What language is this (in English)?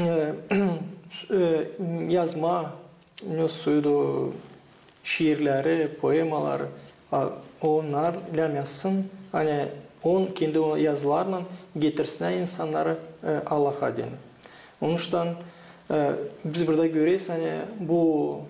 Gagauz